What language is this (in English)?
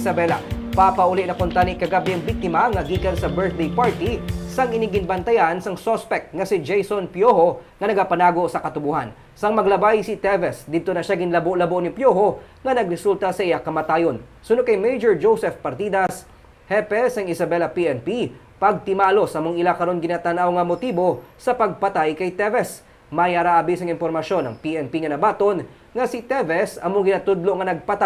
Hiligaynon